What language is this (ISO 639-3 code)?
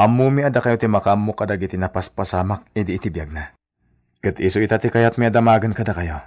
ilo